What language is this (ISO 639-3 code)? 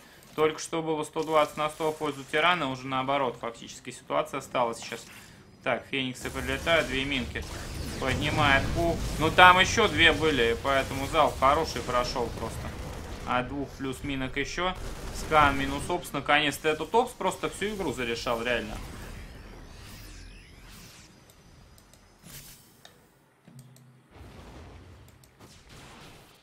rus